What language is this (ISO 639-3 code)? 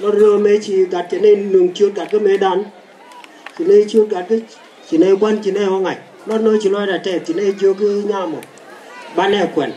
nus